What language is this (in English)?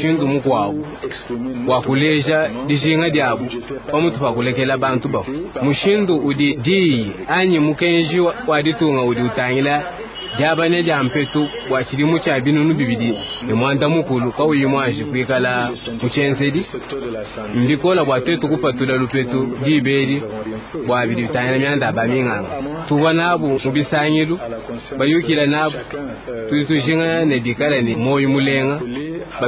Luba-Lulua